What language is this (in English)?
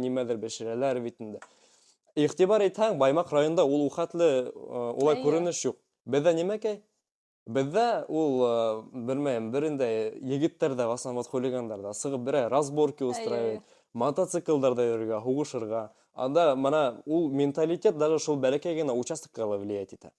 Bashkir